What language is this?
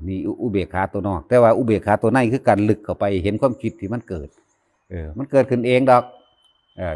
Lao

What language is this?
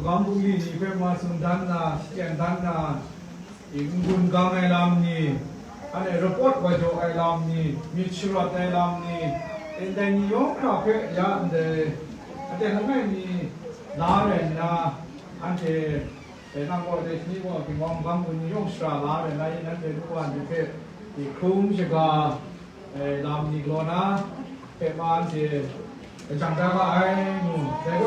Kachin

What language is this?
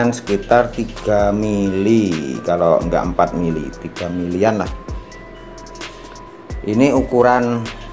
Indonesian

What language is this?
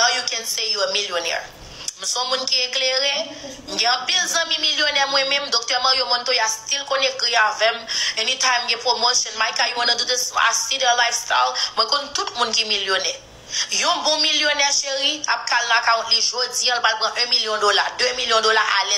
Haitian Creole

